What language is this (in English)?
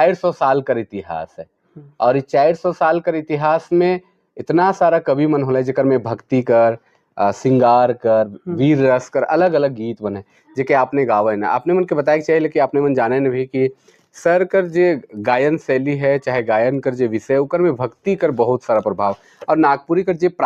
Sadri